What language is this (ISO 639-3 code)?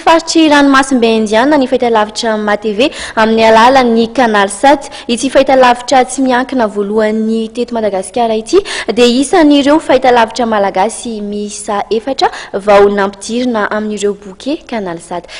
mlg